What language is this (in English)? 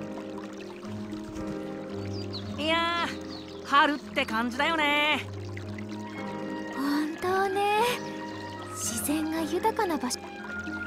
Japanese